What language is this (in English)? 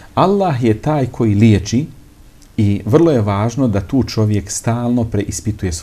Bosnian